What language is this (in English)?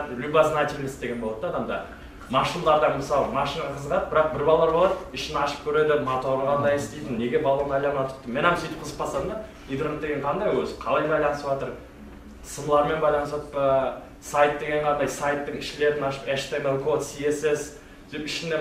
Kara-Kalpak